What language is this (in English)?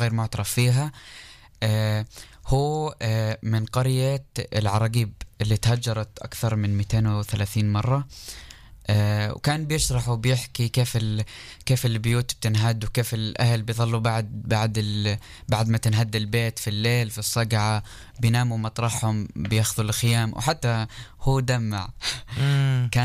North Levantine Arabic